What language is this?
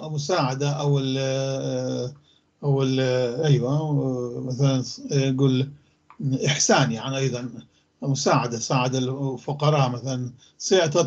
North Levantine Arabic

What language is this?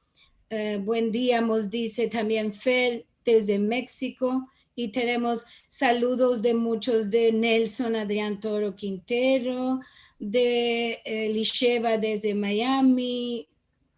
Ladino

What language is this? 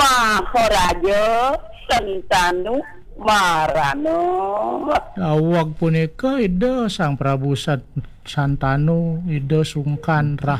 Balinese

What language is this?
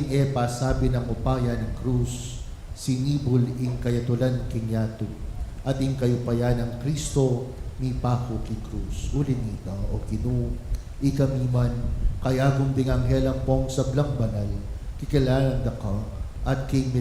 Pampanga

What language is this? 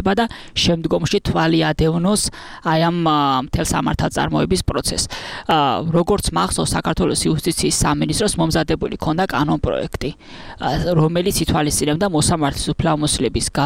Georgian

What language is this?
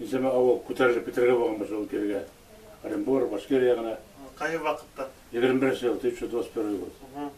Bashkir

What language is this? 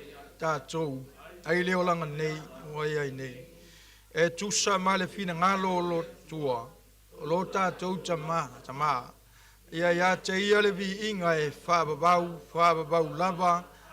Samoan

